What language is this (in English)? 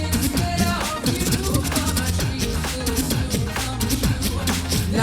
Sardinian